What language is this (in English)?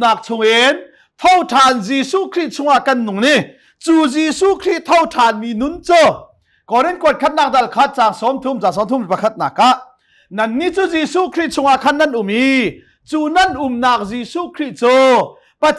Hakha Chin